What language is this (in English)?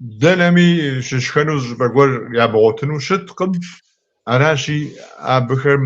Kabardian